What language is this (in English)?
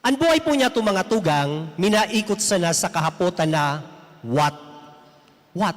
Bikol